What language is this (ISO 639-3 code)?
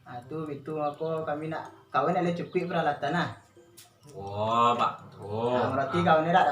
min